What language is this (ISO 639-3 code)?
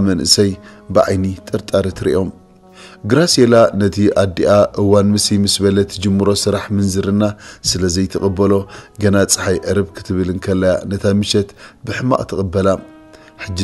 tir